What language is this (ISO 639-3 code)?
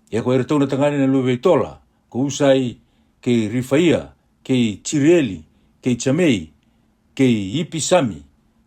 fij